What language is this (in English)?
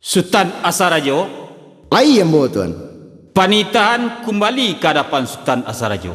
Minangkabau